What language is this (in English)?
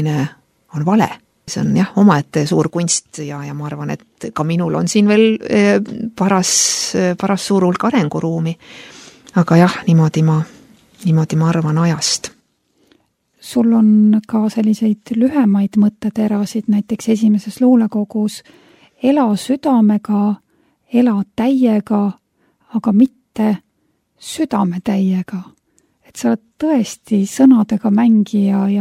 Estonian